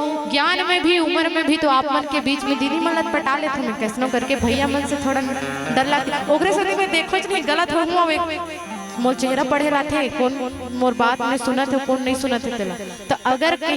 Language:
Chhattisgarhi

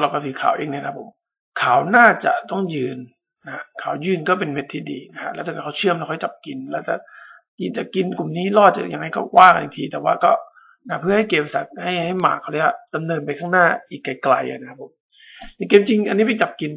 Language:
Thai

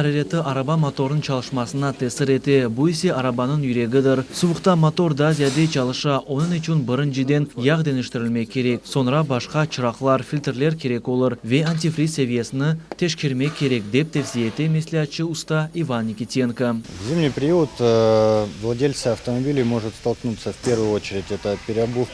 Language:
Crimean Tatar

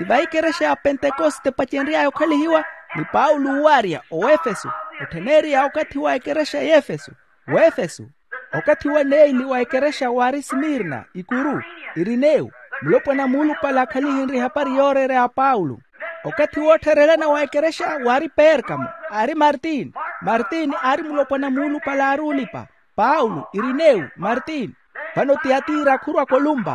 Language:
Makhuwa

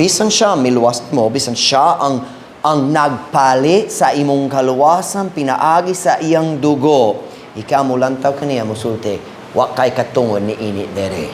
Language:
Cebuano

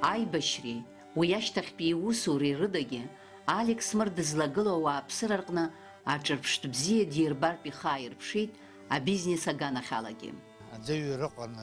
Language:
Abkhazian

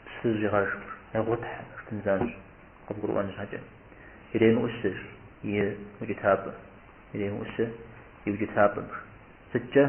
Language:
Kabardian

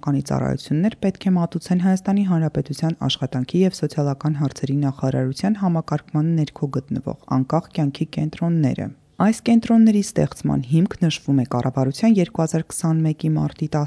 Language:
Armenian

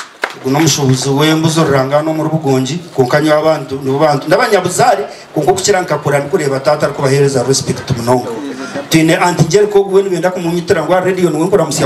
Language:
Nyankole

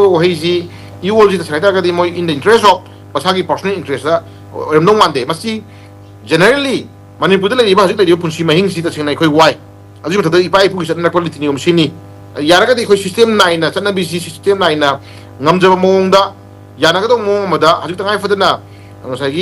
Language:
Manipuri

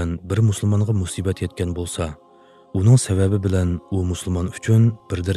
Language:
Uyghur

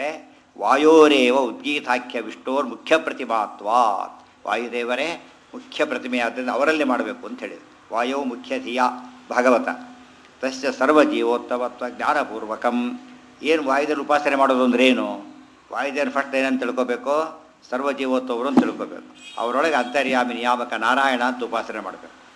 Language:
Kannada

